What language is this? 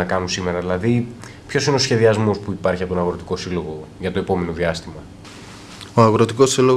Greek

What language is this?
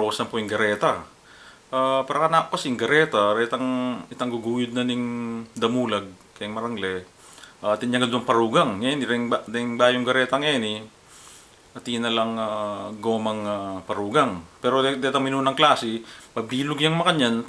Pampanga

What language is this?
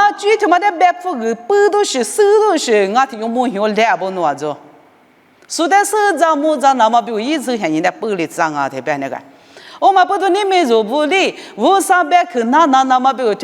Lisu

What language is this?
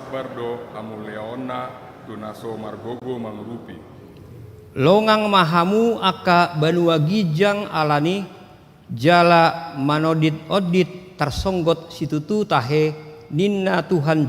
Batak Toba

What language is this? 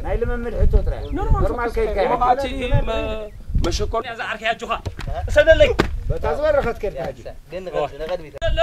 Tigrinya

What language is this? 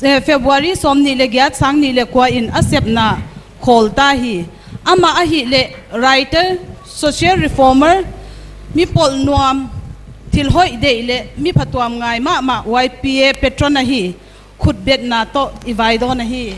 Paite Chin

